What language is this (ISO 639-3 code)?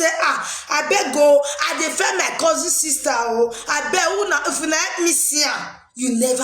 pcm